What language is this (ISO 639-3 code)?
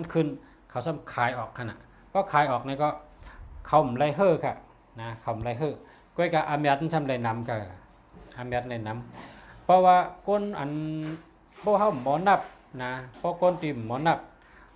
shn